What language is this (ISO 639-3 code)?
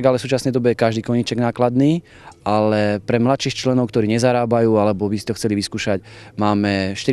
slk